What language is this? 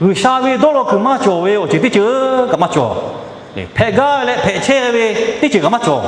Lahu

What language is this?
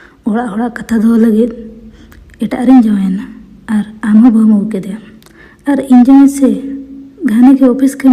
Santali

